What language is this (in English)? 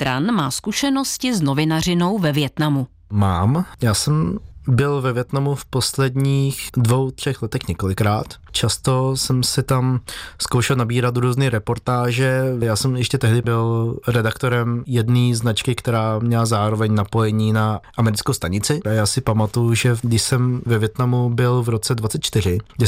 Czech